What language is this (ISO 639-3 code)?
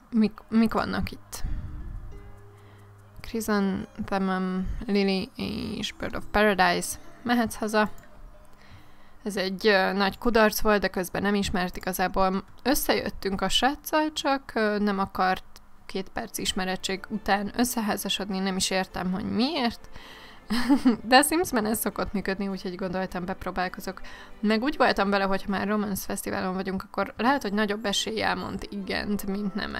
hun